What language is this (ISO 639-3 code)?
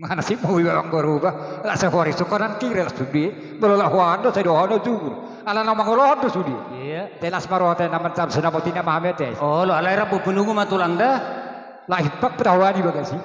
bbc